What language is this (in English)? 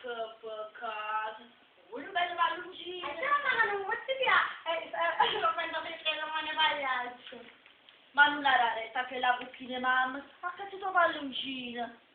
Neapolitan